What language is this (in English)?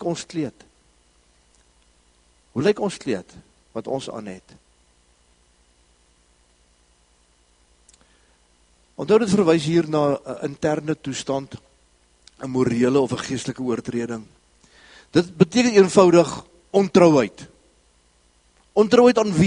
Afrikaans